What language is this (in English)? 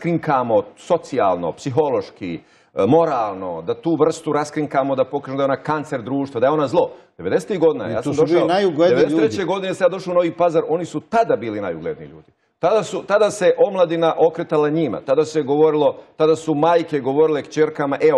Bosnian